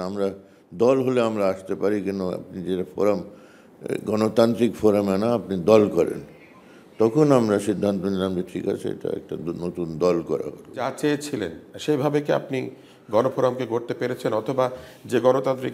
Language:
Bangla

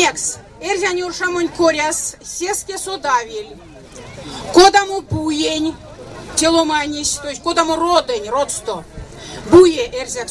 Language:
Erzya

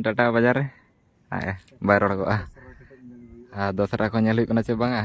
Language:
Santali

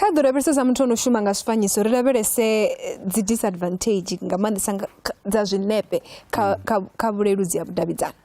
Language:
Venda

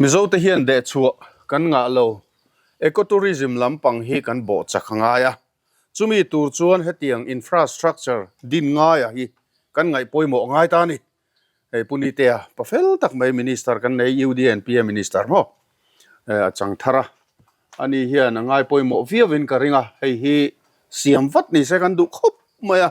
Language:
Mizo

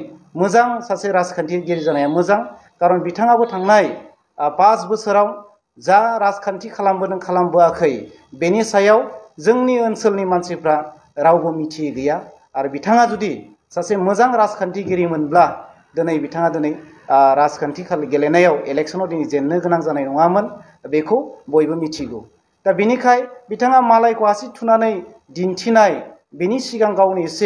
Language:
Bodo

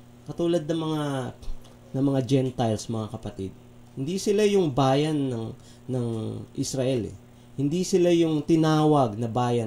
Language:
Filipino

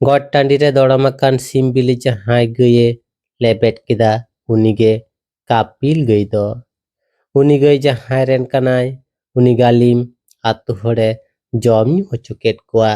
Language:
Santali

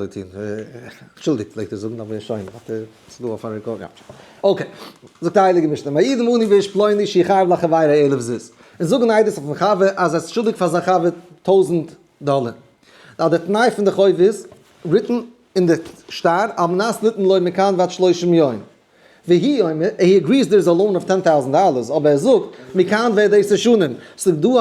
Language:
Yiddish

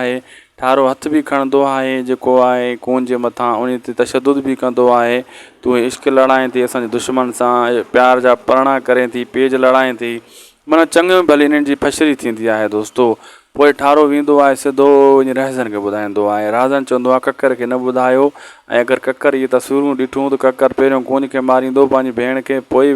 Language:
Sindhi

